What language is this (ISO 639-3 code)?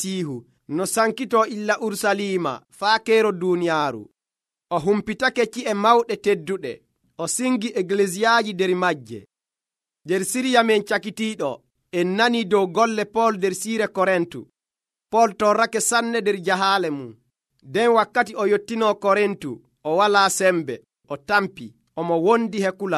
fuv